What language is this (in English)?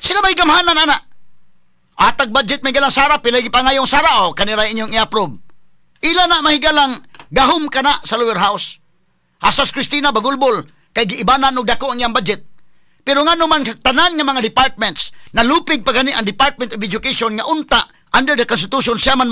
Cebuano